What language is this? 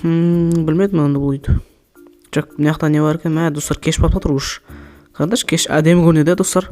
Kazakh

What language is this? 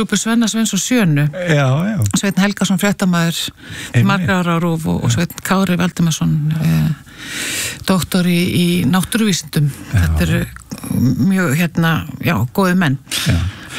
Icelandic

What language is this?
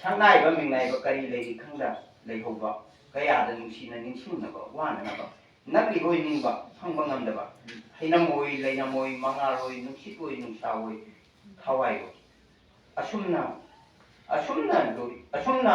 Manipuri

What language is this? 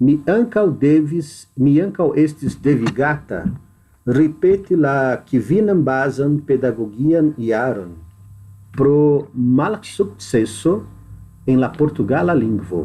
Esperanto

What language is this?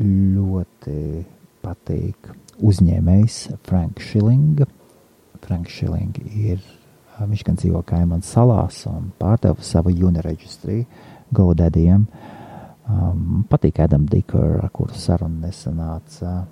Latvian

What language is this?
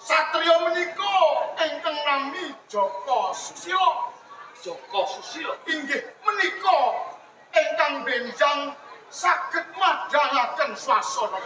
Javanese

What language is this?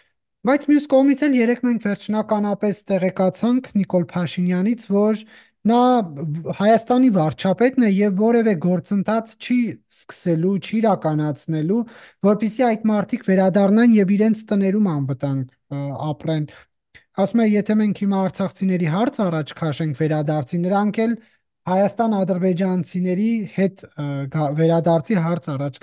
Armenian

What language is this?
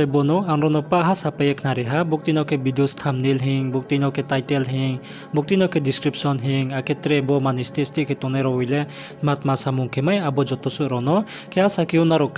Riang (India)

